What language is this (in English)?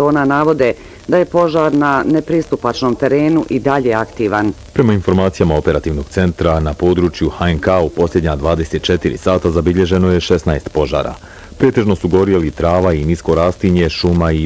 Bosnian